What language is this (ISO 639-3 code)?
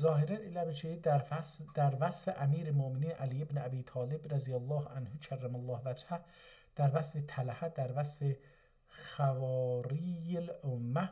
azb